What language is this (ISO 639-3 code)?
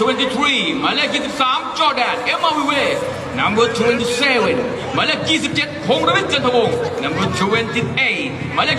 lao